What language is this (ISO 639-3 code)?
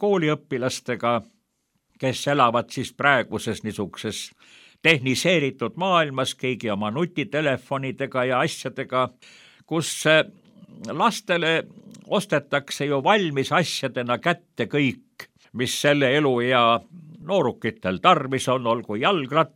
est